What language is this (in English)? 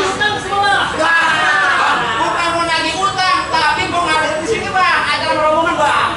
Betawi